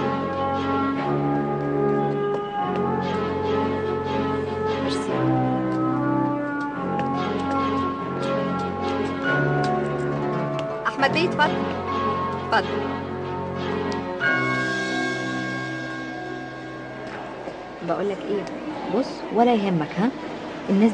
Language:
Egyptian Arabic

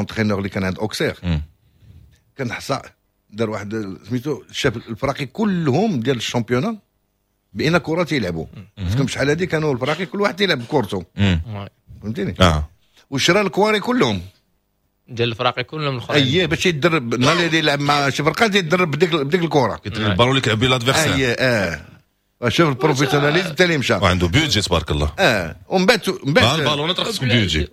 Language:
Moroccan Arabic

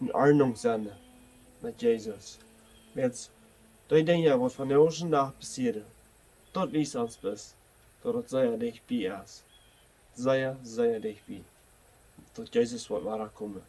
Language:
Plautdietsch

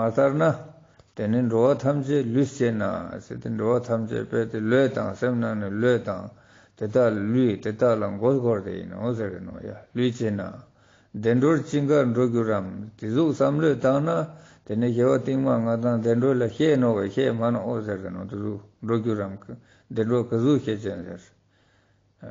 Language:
Ladakhi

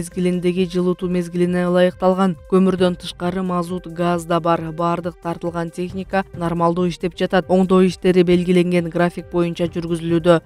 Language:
Kyrgyz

